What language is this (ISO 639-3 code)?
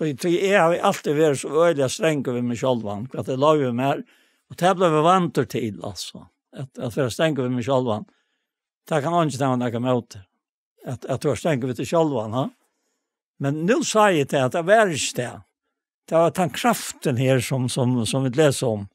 fao